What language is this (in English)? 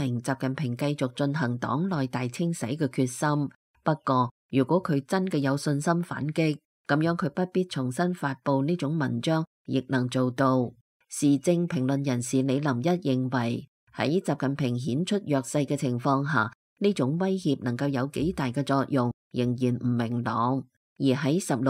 Cantonese